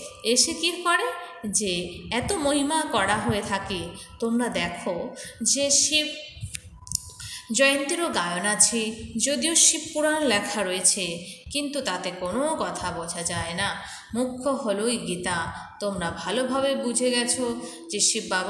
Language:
Bangla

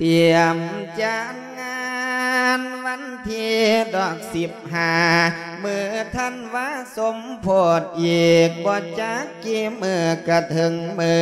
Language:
Lao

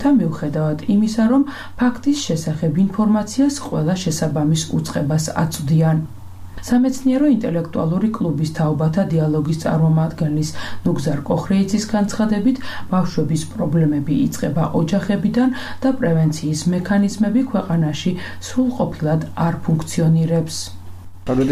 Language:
Georgian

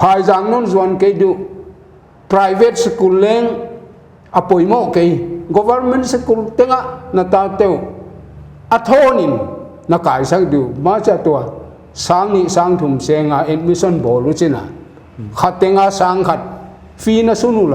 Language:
Paite Chin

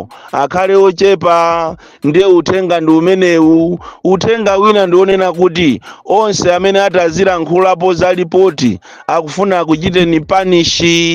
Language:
Nyanja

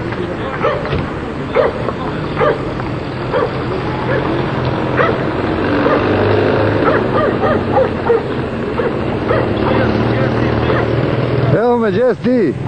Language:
Bosnian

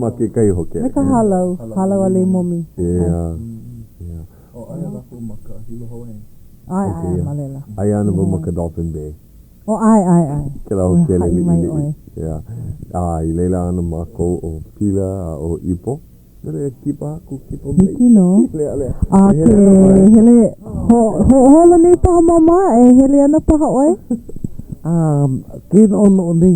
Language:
Hawaiian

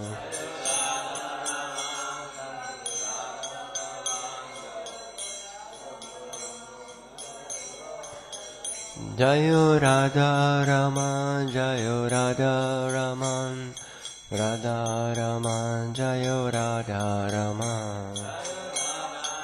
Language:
Italian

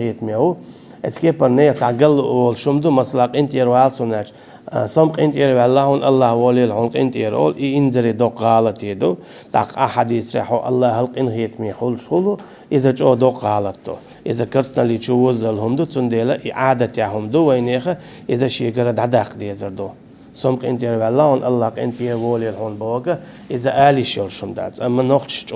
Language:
Chechen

